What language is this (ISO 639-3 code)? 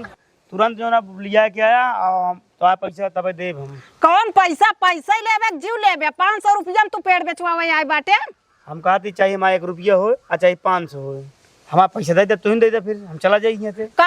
awa